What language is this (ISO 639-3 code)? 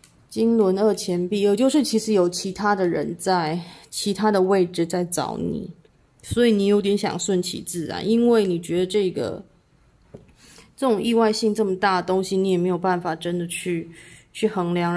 zho